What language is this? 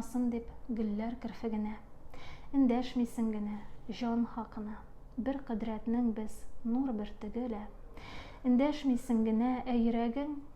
Tatar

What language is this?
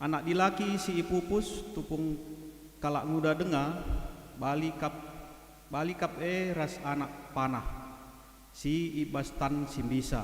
Batak Karo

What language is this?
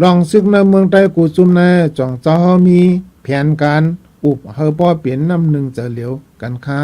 Shan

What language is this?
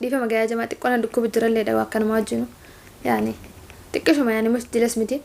Oromo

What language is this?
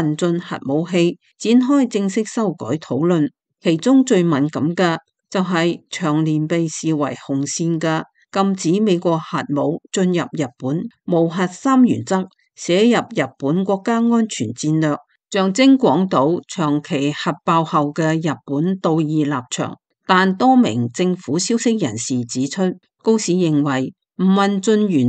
Cantonese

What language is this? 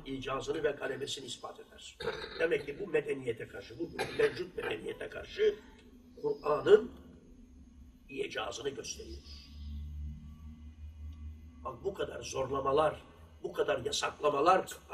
Turkish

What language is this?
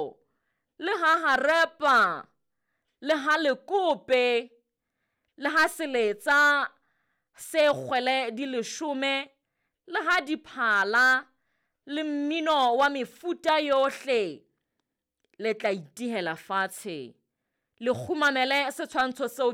Southern Sotho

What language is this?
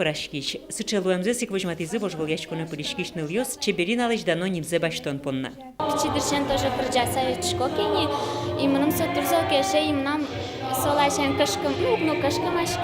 Udmurt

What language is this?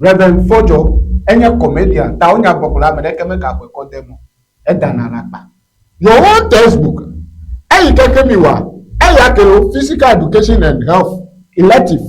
Ewe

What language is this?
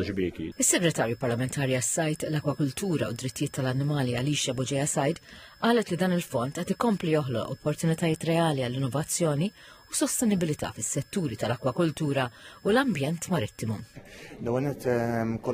Maltese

